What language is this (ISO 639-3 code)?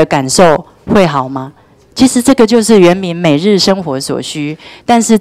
zho